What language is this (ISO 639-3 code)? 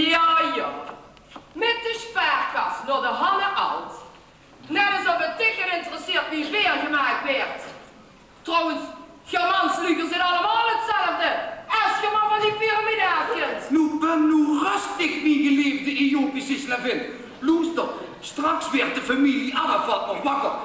lim